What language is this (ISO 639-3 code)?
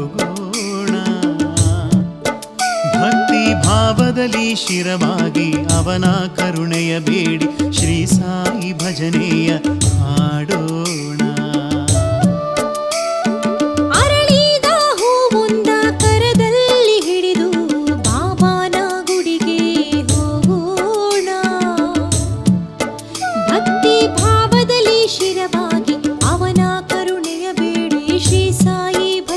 kan